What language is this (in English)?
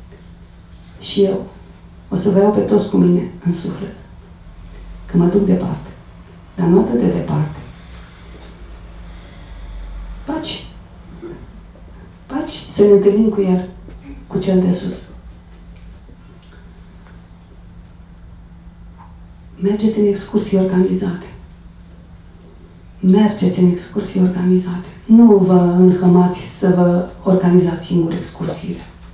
Romanian